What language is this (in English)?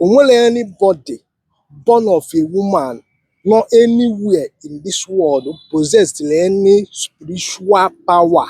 Igbo